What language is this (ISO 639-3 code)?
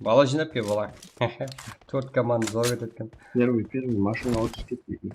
kaa